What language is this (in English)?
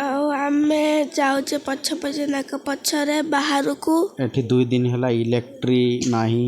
Odia